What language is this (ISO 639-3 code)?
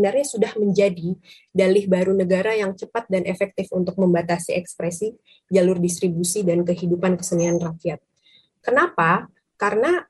ind